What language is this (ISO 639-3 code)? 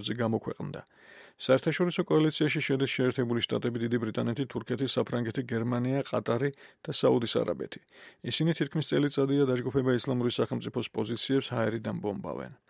kat